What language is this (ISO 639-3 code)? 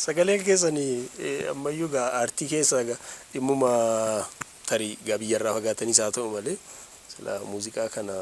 orm